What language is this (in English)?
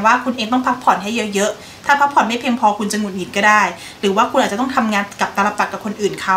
Thai